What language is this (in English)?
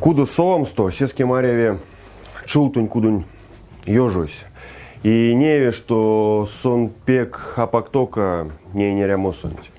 Erzya